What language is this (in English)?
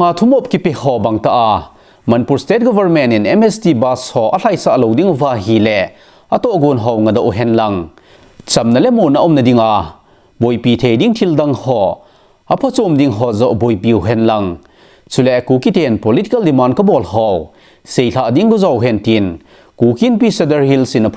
Thado Chin